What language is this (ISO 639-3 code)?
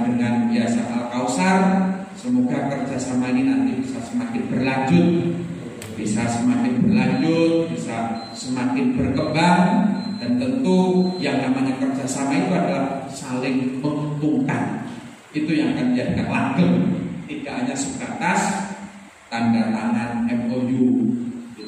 ind